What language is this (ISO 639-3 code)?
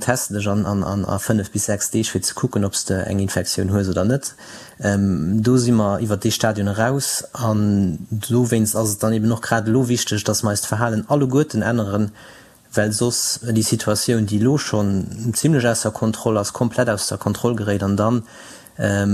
ltz